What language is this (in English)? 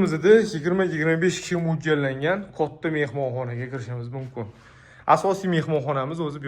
Uzbek